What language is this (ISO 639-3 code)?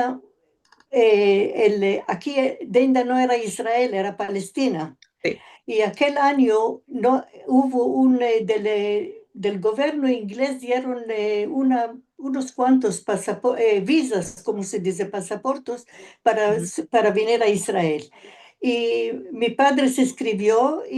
lad